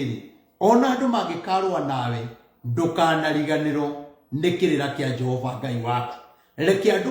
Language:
Kikuyu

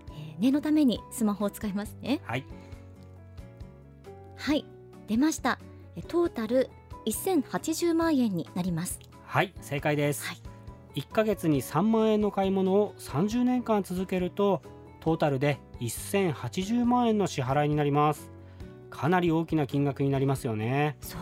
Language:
Japanese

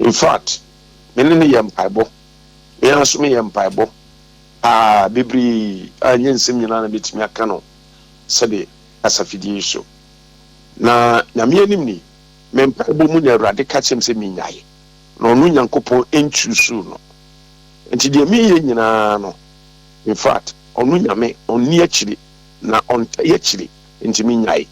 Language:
Akan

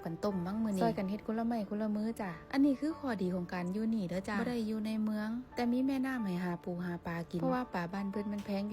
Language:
Northeastern Thai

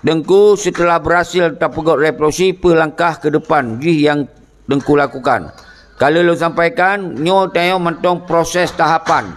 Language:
Achinese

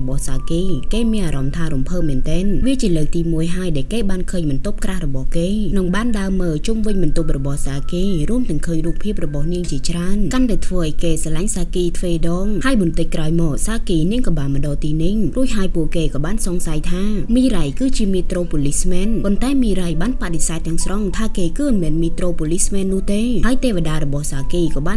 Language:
Khmer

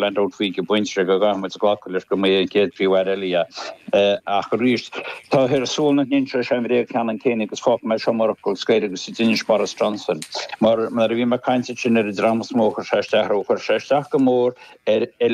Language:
Irish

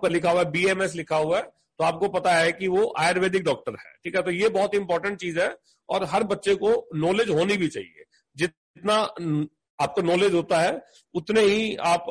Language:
Hindi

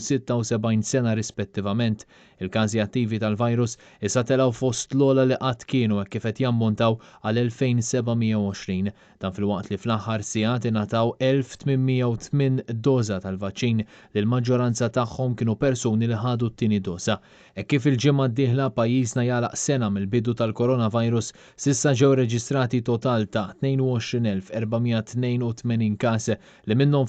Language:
Maltese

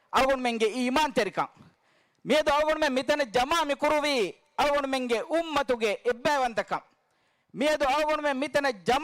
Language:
Divehi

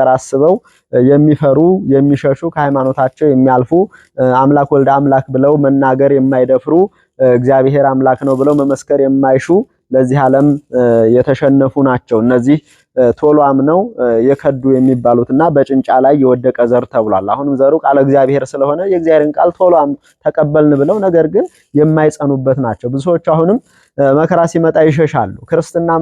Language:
Amharic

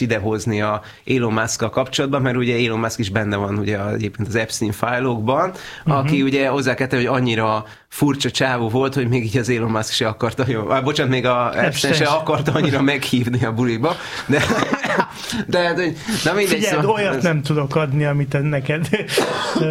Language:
Hungarian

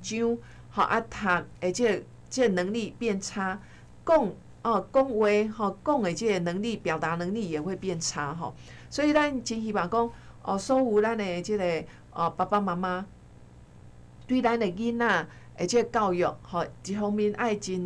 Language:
Min Nan Chinese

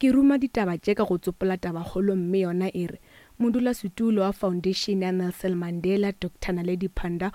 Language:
Northern Sotho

